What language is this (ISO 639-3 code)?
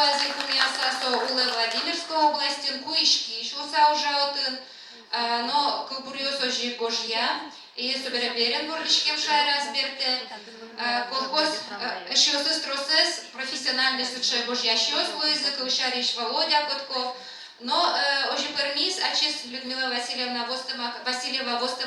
udm